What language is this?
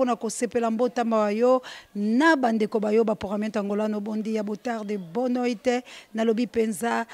Lingala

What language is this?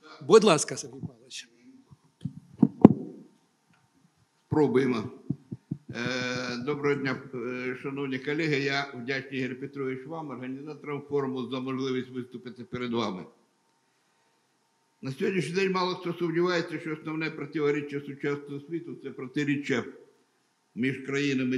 Ukrainian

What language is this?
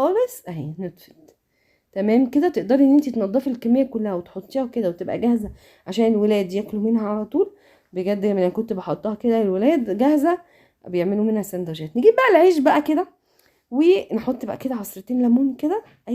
Egyptian Arabic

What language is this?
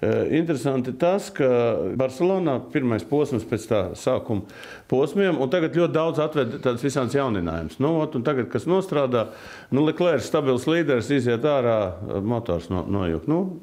Latvian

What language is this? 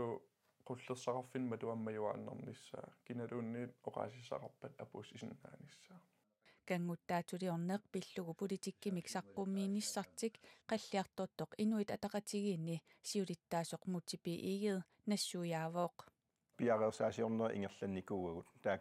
Kalaallisut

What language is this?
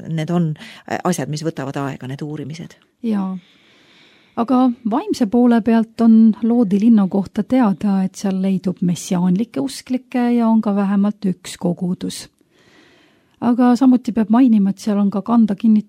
Estonian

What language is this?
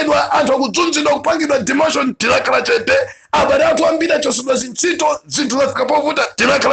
Nyanja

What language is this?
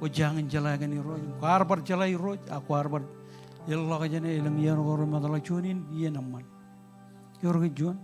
Marshallese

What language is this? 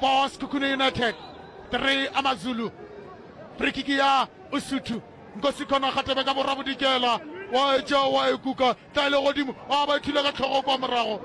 Northern Sotho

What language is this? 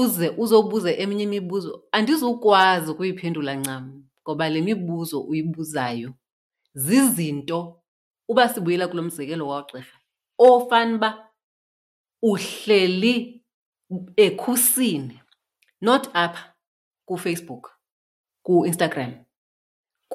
Xhosa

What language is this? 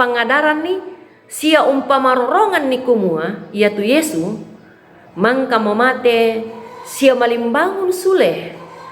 Toraja-Sa'dan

